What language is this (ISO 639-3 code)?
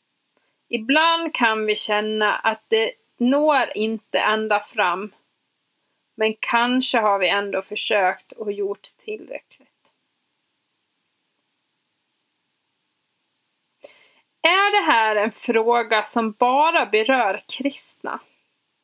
swe